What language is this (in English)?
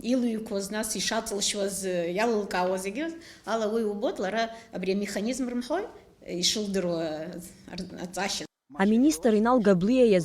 Abkhazian